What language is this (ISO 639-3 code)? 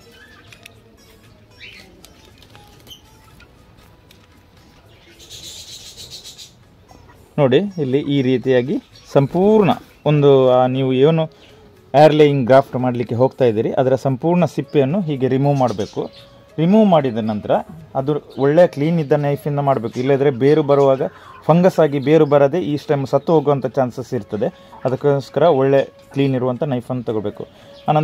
kan